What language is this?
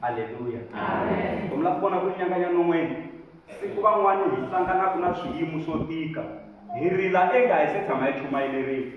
Tsonga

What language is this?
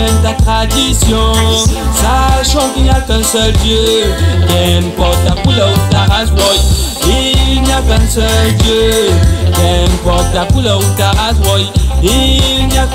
French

